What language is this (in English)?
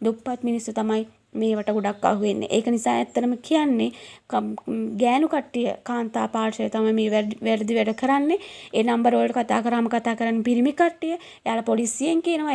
Sinhala